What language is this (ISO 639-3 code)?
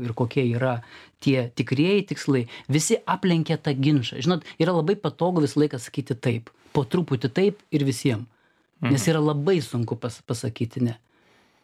lit